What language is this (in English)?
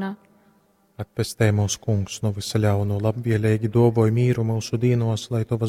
Latgalian